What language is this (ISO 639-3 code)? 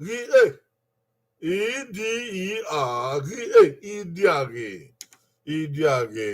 bin